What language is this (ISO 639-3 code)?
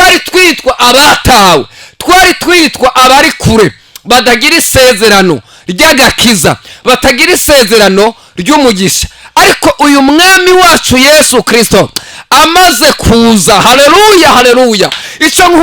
run